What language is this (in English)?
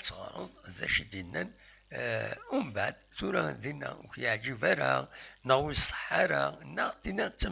Kabyle